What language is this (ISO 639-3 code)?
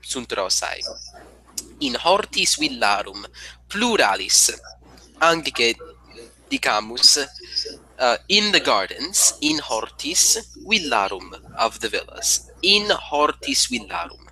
lat